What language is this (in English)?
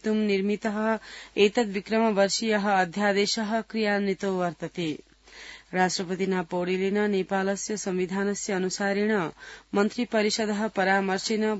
Sanskrit